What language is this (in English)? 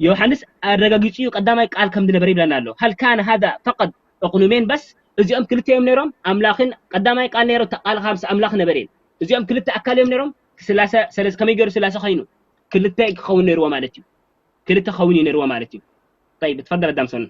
Tigrinya